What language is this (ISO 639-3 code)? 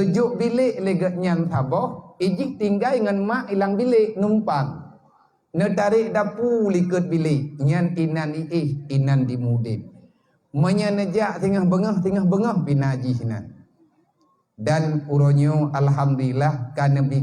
ace